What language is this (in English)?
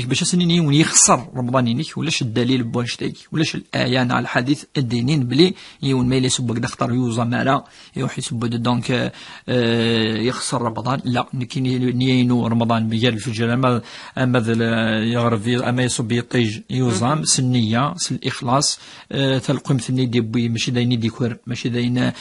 Kabyle